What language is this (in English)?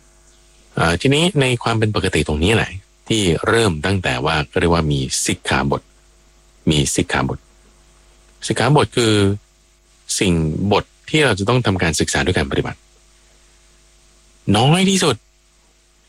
Thai